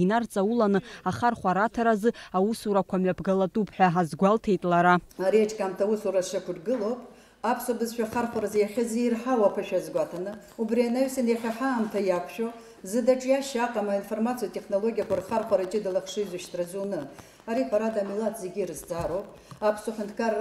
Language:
Abkhazian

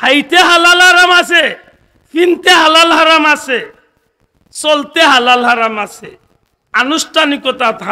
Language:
Sylheti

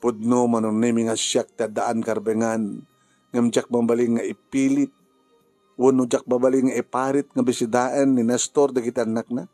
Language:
Iloko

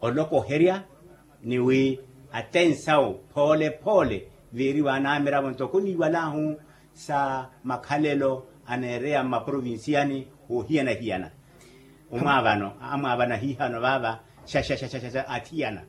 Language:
Makhuwa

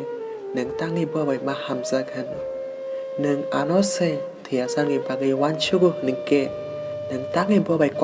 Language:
Kok Borok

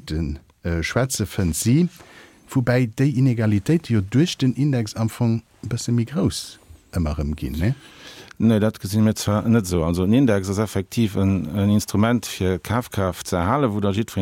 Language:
Luxembourgish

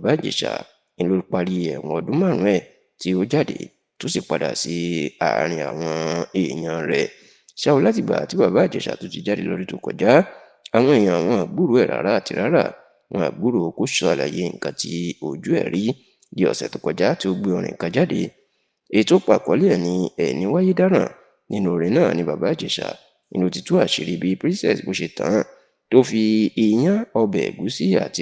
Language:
Yoruba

